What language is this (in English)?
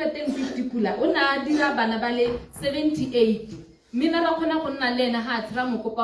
Tswana